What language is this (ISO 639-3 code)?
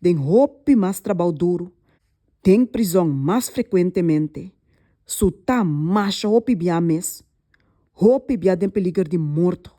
pap